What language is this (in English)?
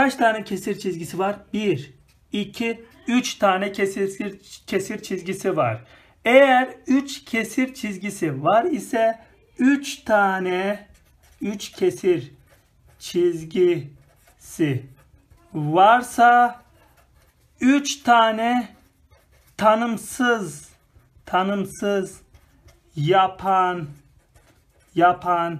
Turkish